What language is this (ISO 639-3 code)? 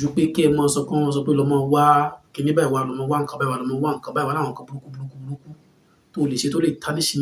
yor